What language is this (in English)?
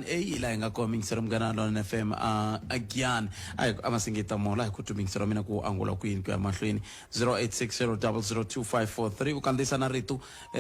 Tsonga